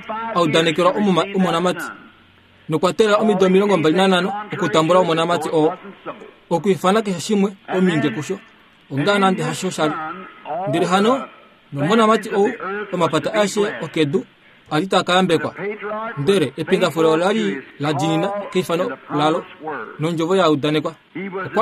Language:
Kuanyama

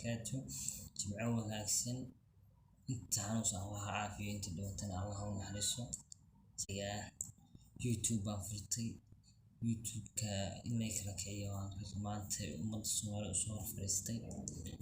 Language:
Somali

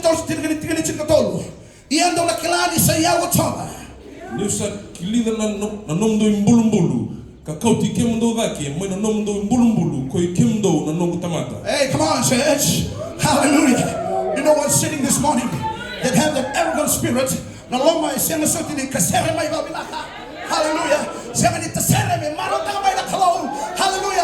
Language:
Fijian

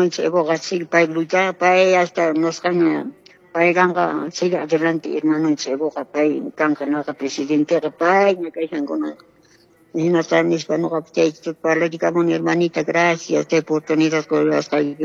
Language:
Quechua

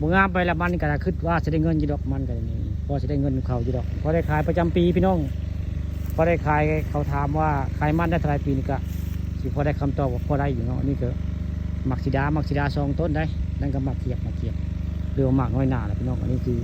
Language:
Northeastern Thai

